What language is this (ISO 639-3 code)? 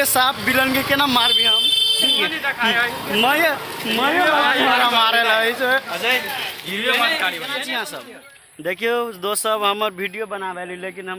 mai